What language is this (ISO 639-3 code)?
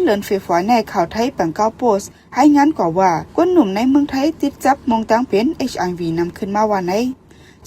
shn